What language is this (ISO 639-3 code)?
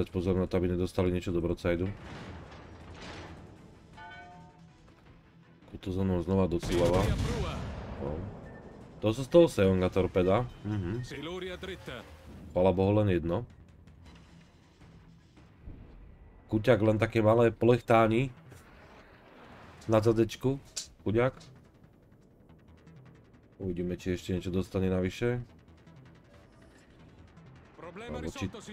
slk